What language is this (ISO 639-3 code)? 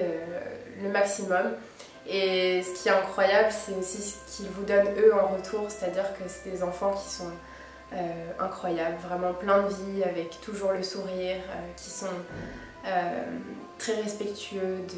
fra